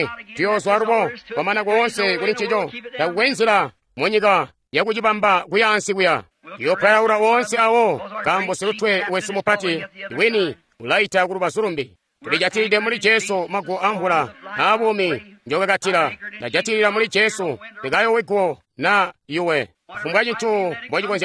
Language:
Tonga (Zambia)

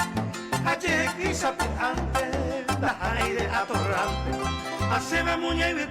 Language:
Guarani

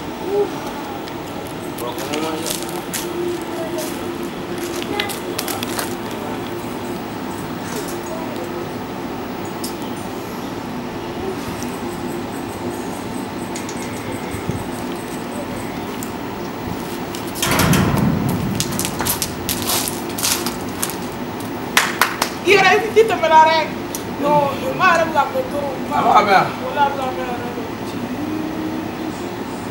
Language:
French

